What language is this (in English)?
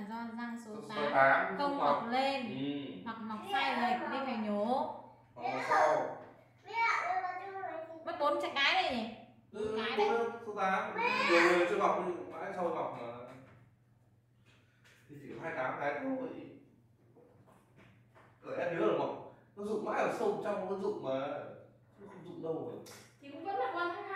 Vietnamese